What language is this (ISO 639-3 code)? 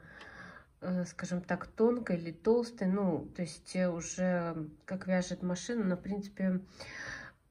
rus